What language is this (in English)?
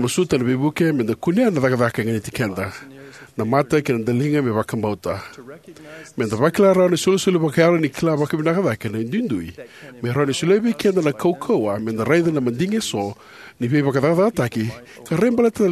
Fijian